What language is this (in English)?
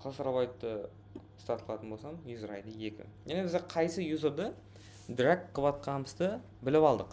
Kara-Kalpak